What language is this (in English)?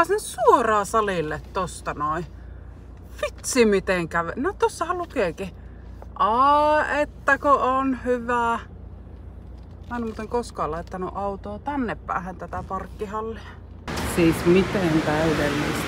Finnish